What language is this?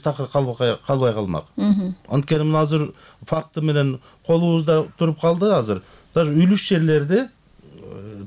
Kyrgyz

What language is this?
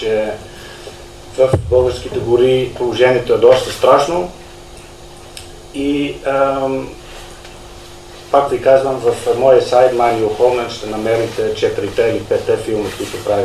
Bulgarian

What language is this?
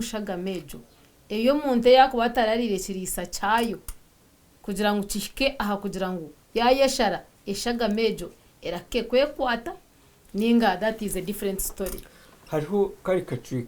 Nyankole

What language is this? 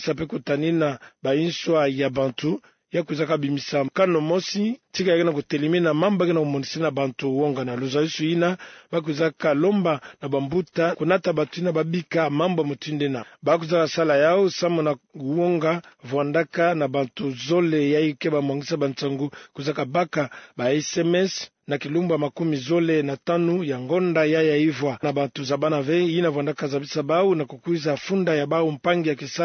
Kituba (Democratic Republic of Congo)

